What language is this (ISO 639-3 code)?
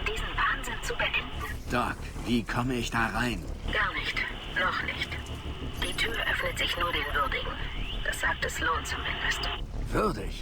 bar